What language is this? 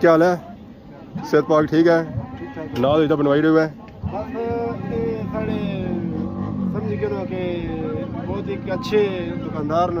Pahari-Potwari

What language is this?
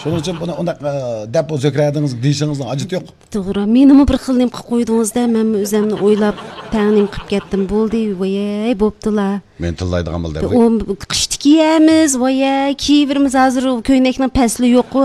Uyghur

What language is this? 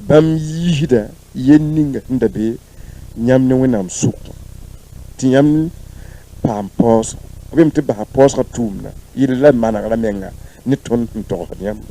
Mossi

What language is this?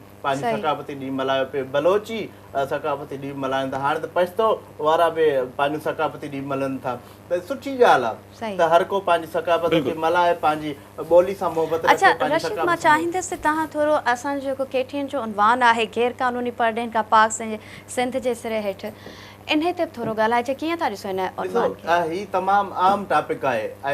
Sindhi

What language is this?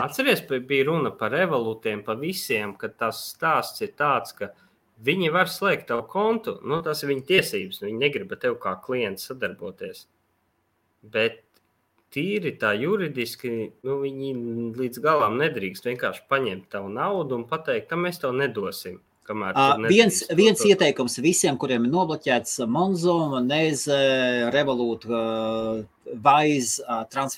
Latvian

